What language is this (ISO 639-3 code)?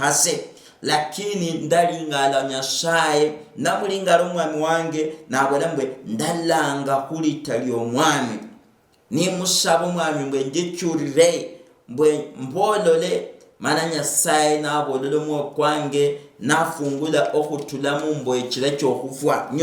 luy